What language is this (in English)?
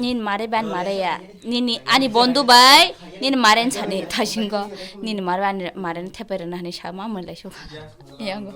Kok Borok